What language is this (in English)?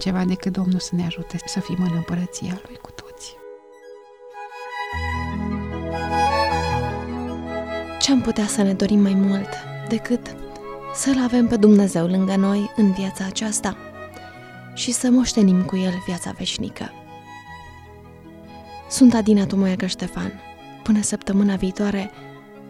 Romanian